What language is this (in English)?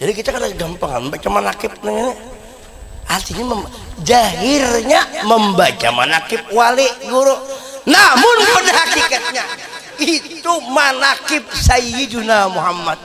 Banjar